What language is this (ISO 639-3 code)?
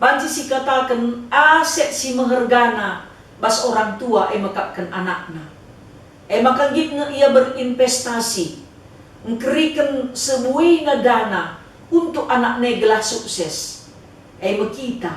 btx